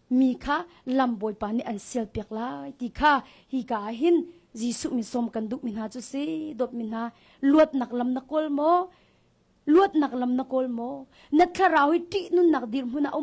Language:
Hakha Chin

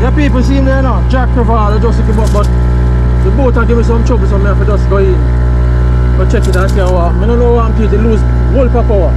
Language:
Jamaican Creole English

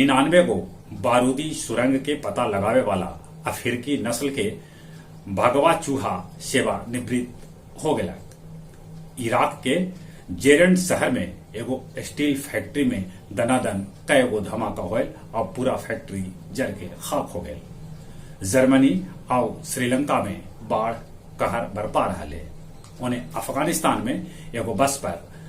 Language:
Magahi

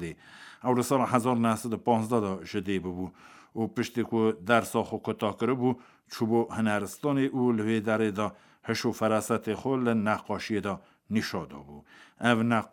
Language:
Kurdish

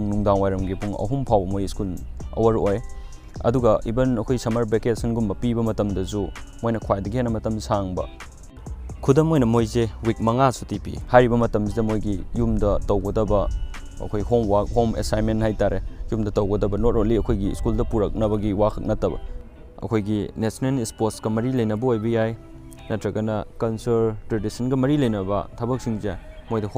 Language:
Manipuri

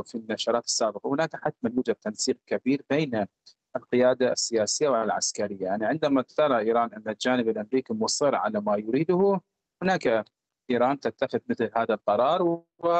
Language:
Arabic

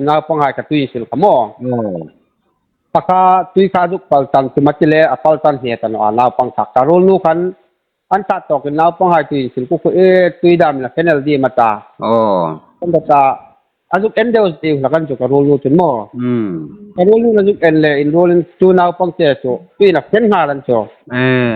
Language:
Hmar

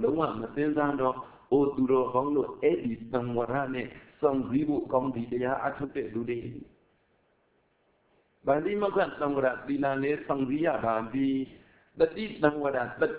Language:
Burmese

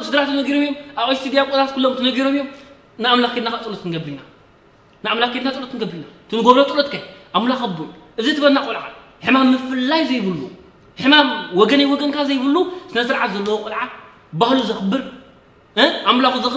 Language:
Tigrinya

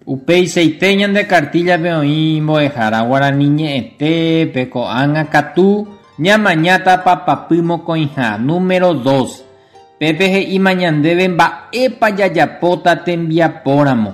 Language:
Guarani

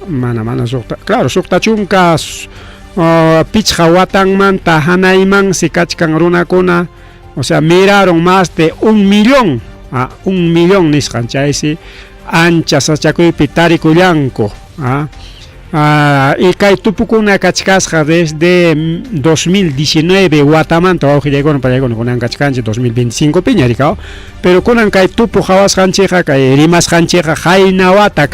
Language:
Ayacucho Quechua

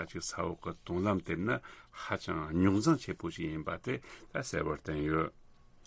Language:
Tibetan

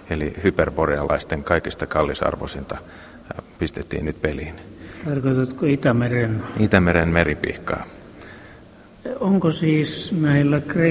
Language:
Finnish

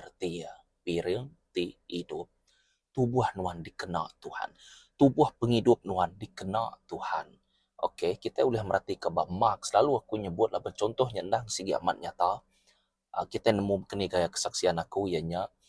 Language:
Iban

